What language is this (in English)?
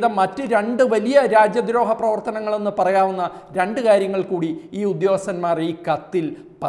Malayalam